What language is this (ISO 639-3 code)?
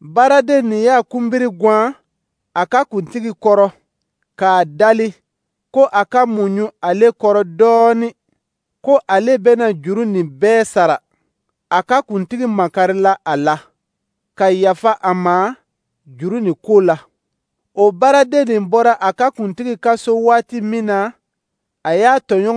dyu